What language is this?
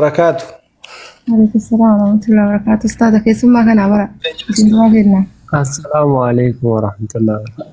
Oromo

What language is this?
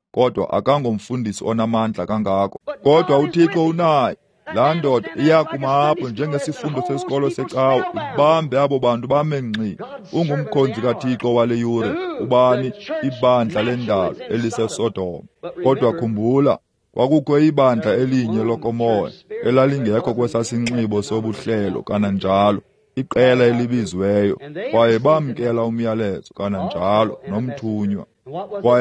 Xhosa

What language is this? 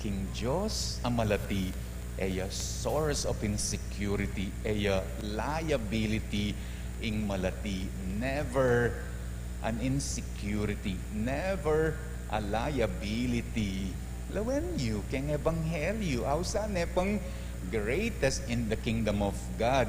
Pampanga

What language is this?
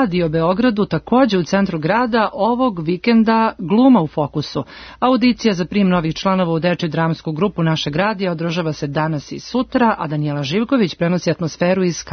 Serbian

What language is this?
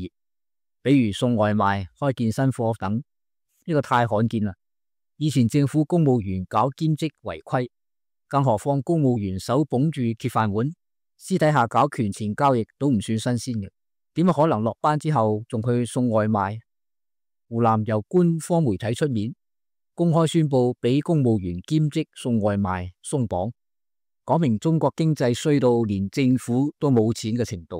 Cantonese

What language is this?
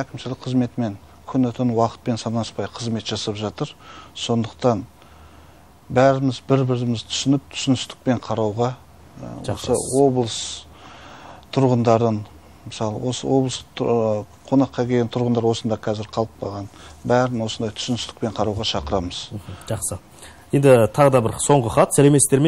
Kazakh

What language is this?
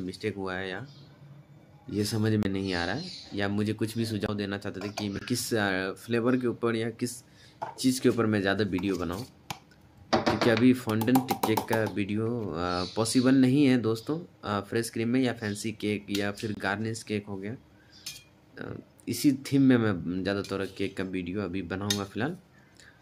Hindi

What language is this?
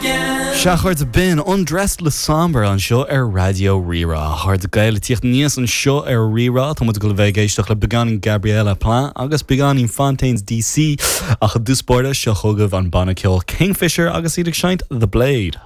Irish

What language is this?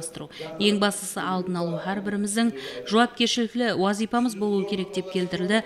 Kara-Kalpak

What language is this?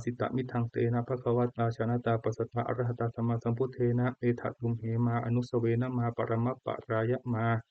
Pali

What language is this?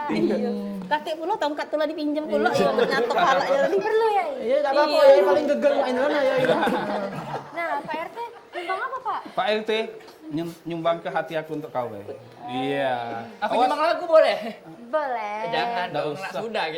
Musi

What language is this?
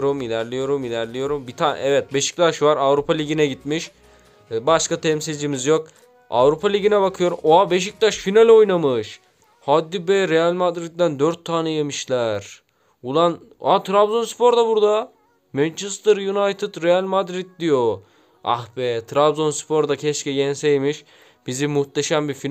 Turkish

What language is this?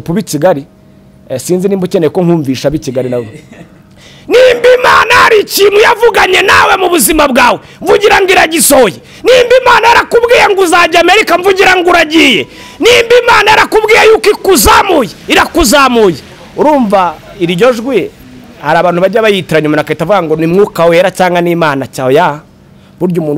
Kinyarwanda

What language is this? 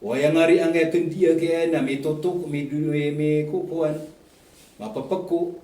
Maranao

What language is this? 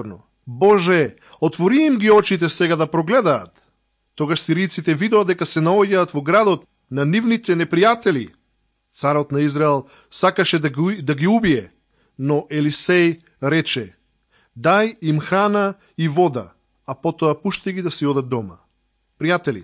Macedonian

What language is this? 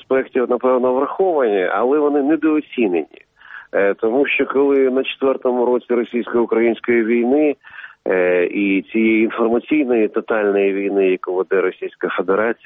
Ukrainian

